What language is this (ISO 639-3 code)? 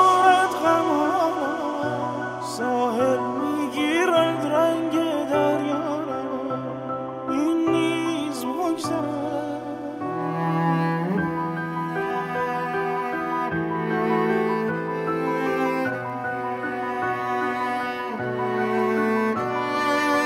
fas